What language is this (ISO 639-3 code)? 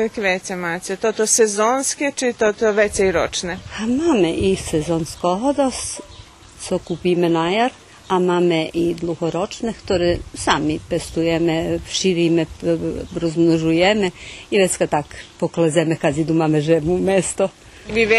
rue